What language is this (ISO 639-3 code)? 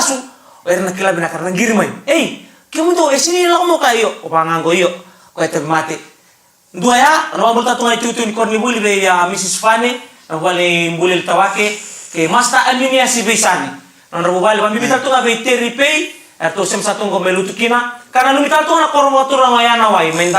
fij